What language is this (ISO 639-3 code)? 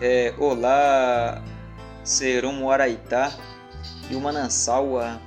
yrl